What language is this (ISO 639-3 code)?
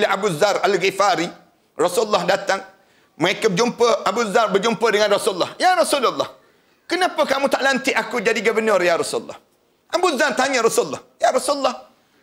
msa